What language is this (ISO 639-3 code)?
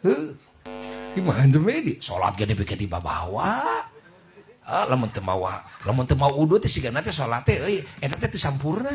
sun